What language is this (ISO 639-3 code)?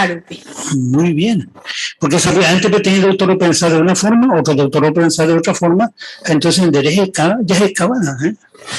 grn